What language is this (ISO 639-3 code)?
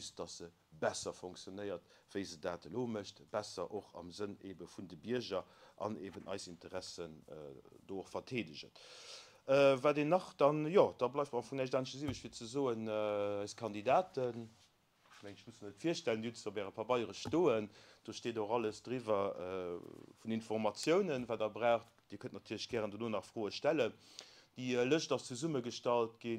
ltz